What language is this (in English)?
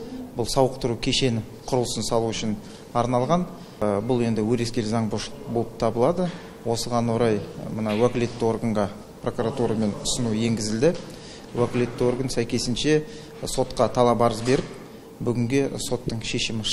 Kazakh